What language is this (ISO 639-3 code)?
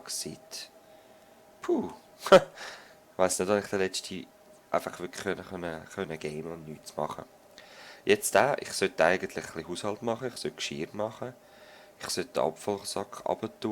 gsw